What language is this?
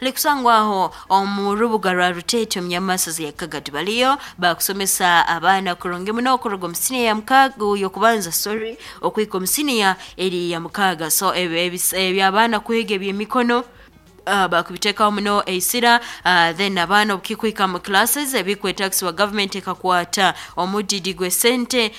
Nyankole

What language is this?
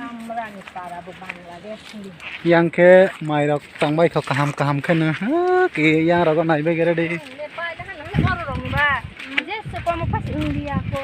Kok Borok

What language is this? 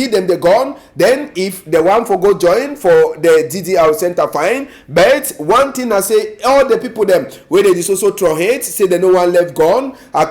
Cameroon Pidgin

